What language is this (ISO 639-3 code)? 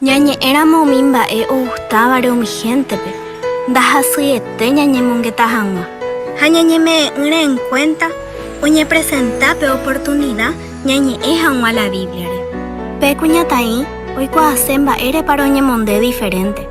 grn